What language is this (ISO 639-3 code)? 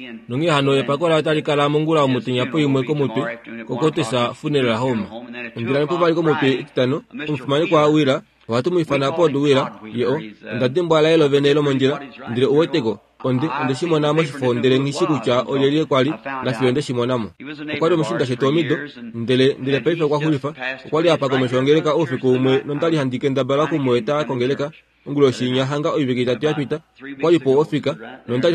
kua